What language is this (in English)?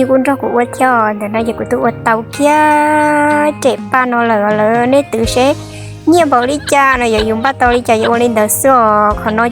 Hmong